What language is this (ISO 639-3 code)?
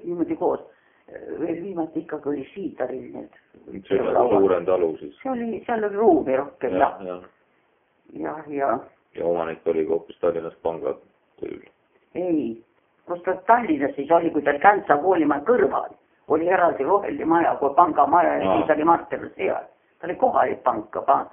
est